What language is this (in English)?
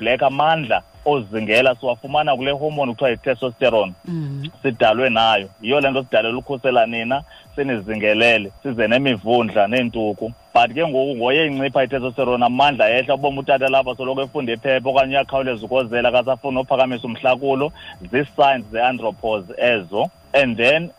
Xhosa